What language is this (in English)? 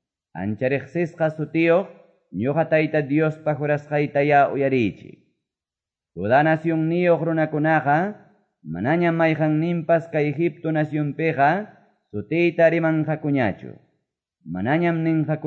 Quechua